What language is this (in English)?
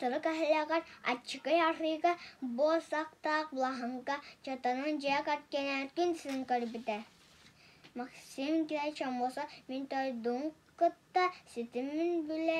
Yakut